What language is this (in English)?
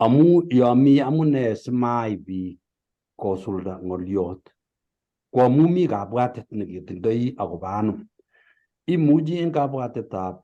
Kalenjin